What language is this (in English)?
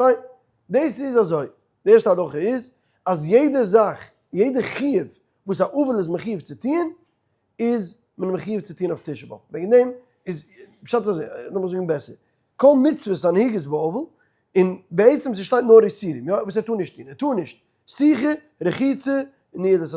Yiddish